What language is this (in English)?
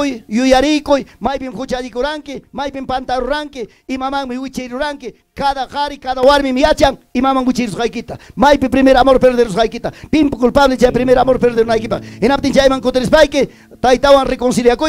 Ayacucho Quechua